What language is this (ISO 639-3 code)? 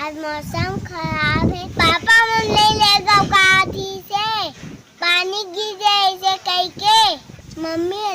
hne